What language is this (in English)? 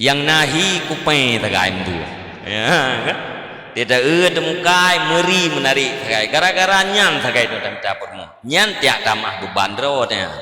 Achinese